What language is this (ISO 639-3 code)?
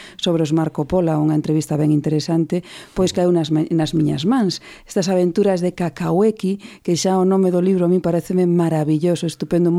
glg